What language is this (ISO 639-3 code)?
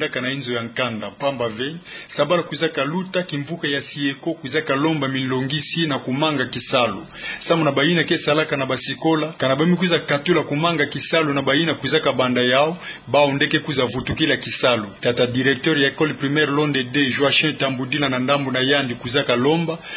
ktu